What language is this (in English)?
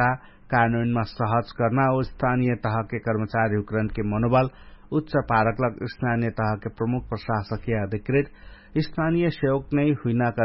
Dangaura Tharu